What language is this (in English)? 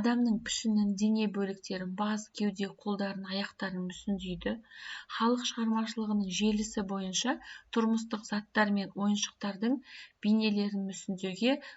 Kazakh